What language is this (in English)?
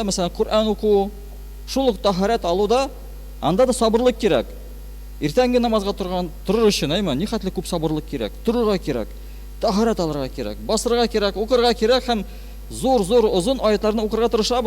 Tatar